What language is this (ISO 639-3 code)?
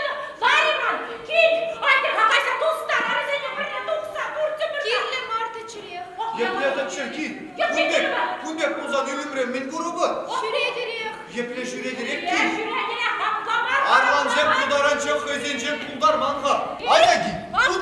chv